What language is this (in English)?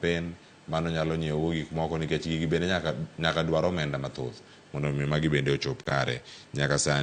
Luo (Kenya and Tanzania)